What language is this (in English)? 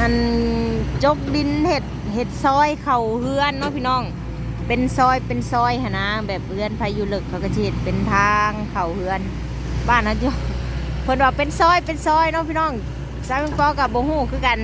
Lao